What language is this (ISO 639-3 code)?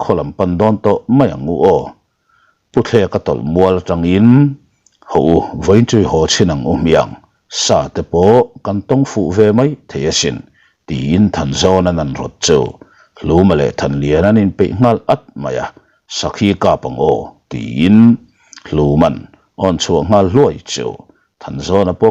lus